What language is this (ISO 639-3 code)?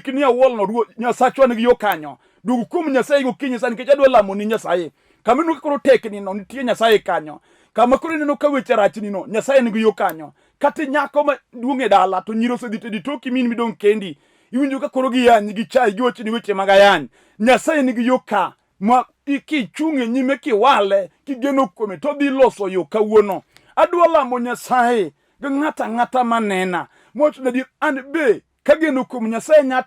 luo